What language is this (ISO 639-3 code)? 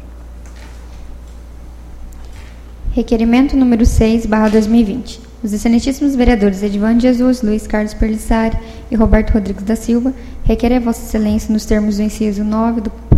por